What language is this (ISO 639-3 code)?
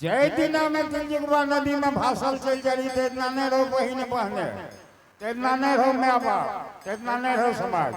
anp